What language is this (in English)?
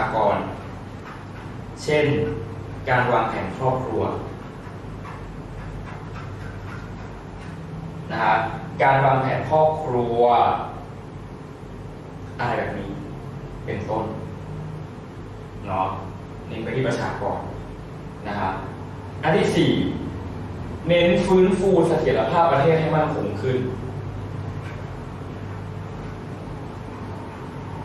Thai